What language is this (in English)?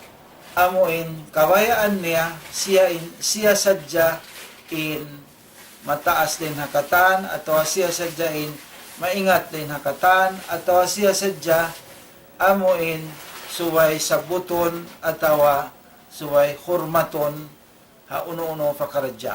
Tausug